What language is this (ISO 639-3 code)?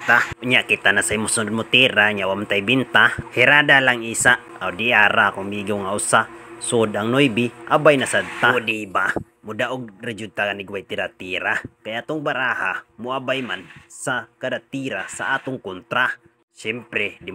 ceb